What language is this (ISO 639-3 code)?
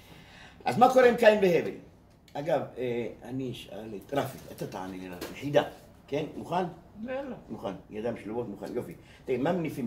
heb